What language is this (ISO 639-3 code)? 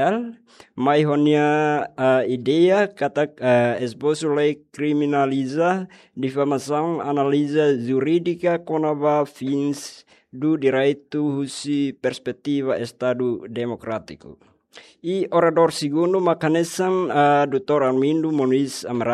tet